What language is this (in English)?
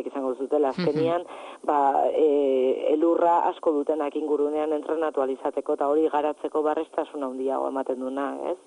Basque